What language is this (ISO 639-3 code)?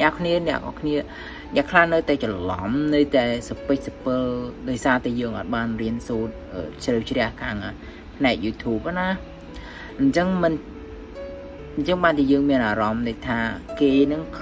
khm